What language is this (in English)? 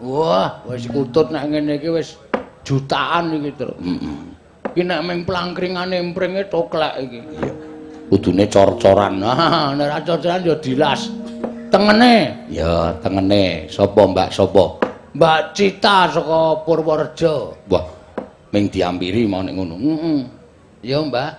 Javanese